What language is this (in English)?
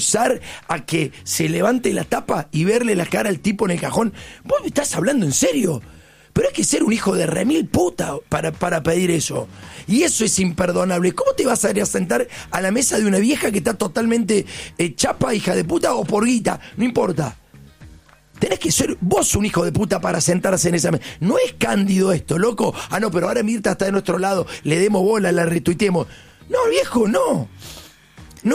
Spanish